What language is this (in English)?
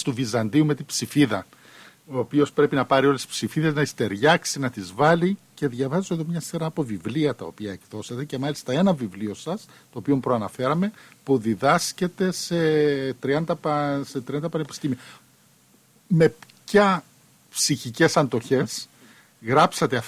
Greek